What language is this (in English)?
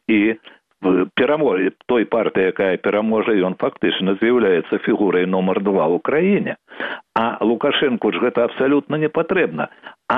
Belarusian